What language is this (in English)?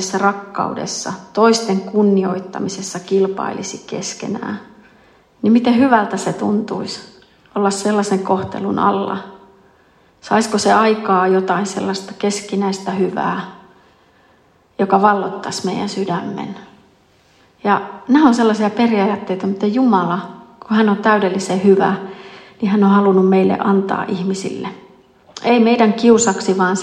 Finnish